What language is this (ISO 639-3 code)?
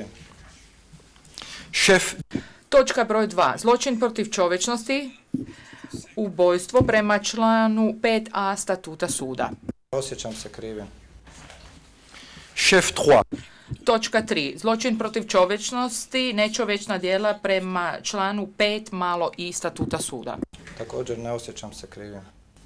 hrv